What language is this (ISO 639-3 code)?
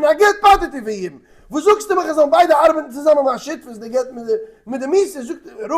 yid